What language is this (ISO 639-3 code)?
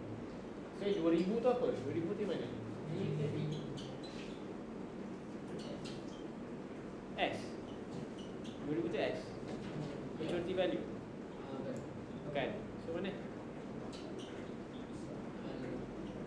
msa